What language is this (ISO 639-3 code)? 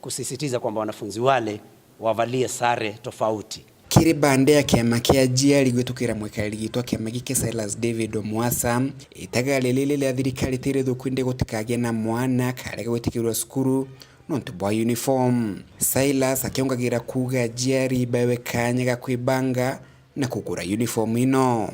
mer